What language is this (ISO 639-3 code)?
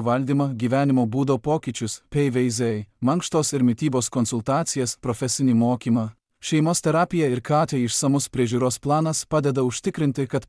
lit